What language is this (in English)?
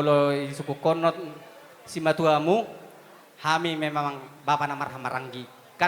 Batak Toba